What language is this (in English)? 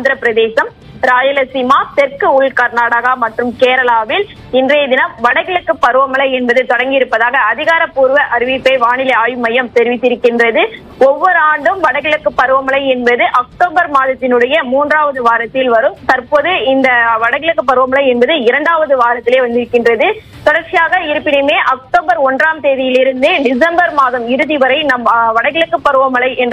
Tamil